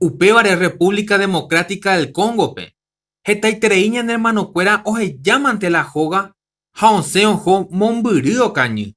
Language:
Guarani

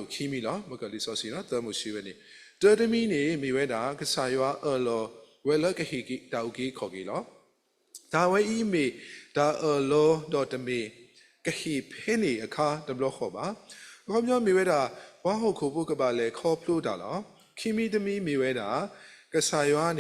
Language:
S'gaw Karen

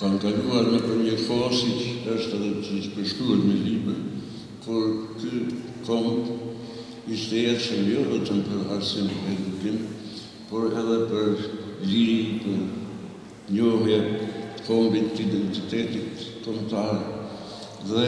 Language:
Albanian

